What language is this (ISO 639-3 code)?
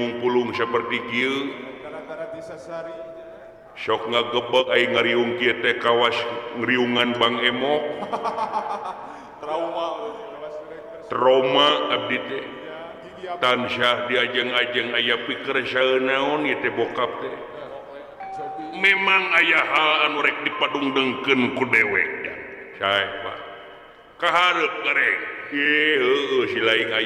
sun